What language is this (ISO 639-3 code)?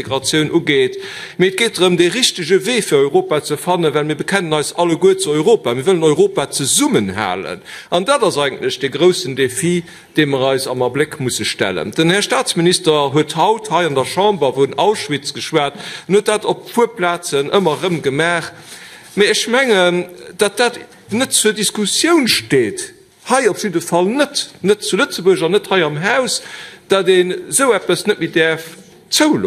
ltz